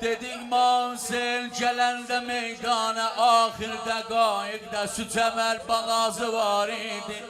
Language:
South Azerbaijani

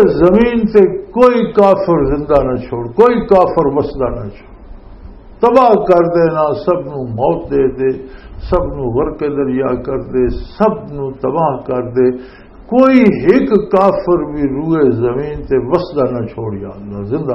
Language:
Western Panjabi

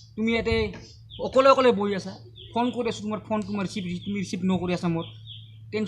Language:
Assamese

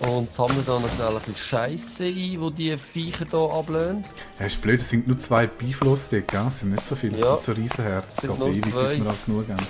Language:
Swiss German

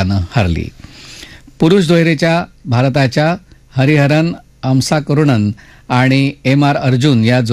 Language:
Marathi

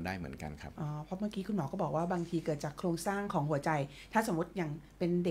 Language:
Thai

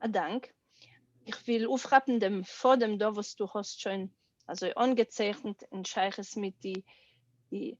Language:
Yiddish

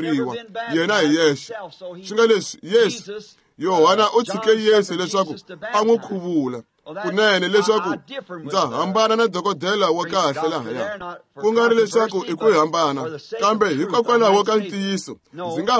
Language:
Tsonga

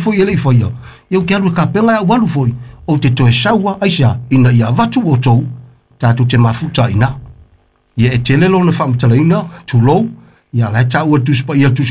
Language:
Samoan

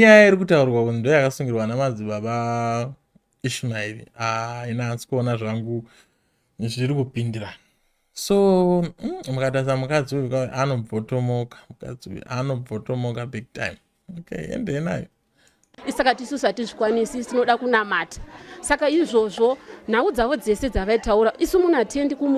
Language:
Shona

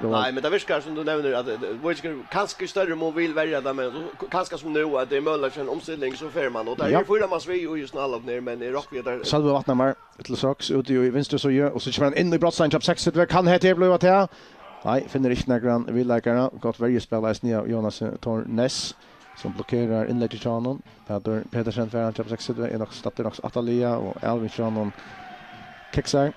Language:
Faroese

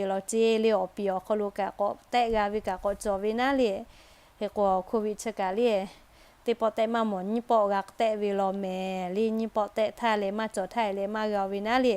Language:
Lahu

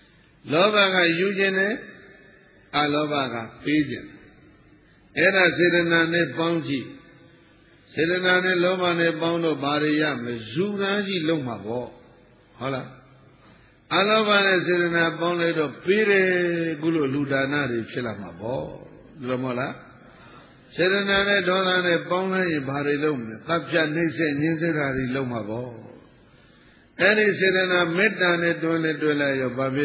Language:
Burmese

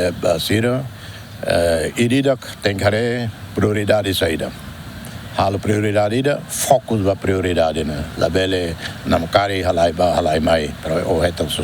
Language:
Tetum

